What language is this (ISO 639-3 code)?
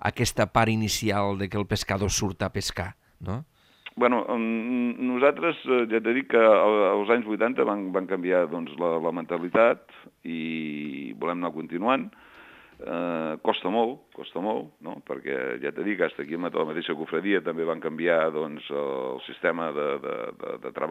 cat